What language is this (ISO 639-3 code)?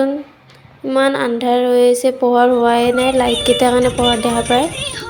asm